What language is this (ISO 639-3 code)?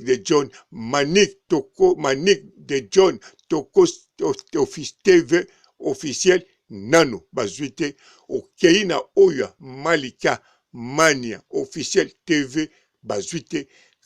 lin